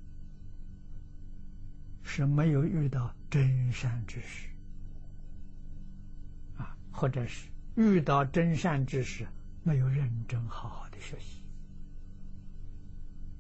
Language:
Chinese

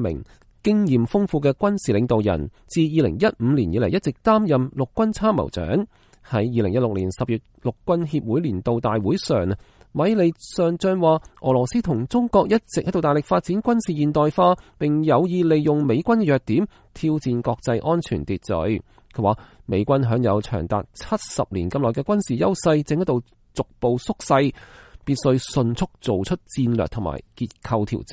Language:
Cantonese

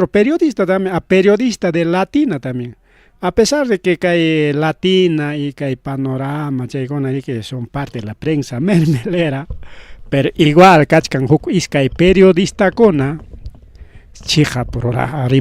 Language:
Ayacucho Quechua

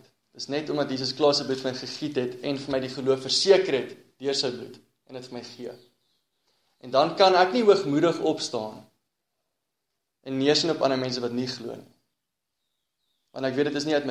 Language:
Afrikaans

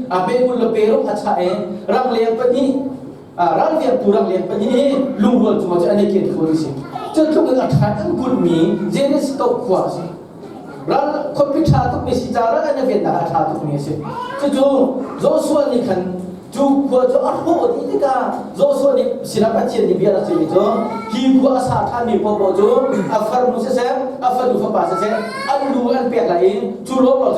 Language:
Hakha Chin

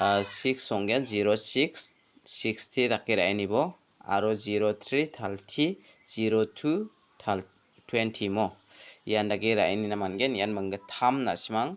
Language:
Garo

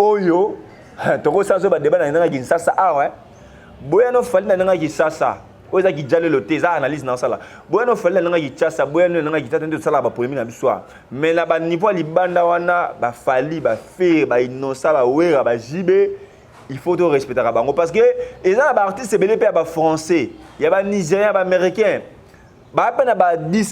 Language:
Lingala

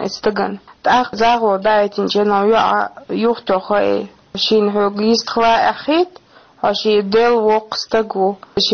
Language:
Chechen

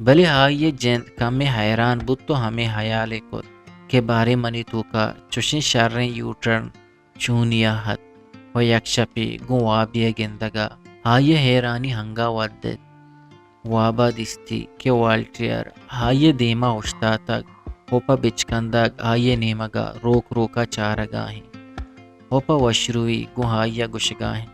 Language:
Eastern Balochi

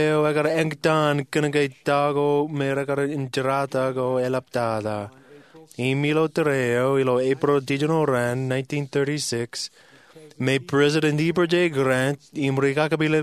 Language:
Marshallese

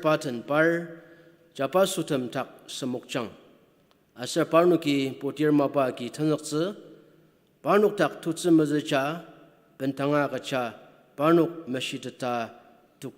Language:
Ao Naga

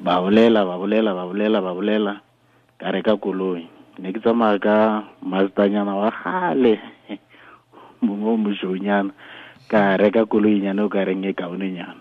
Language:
Tswana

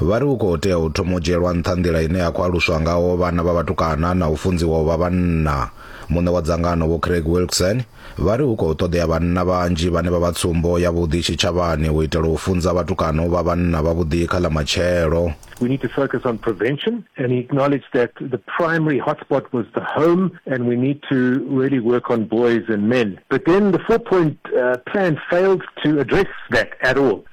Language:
Venda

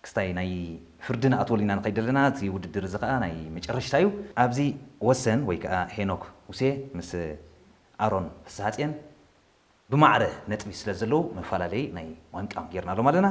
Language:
Tigrinya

